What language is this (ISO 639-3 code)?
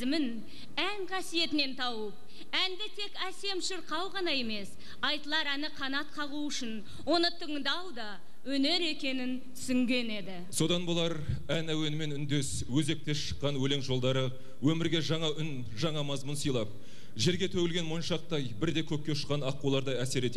kaz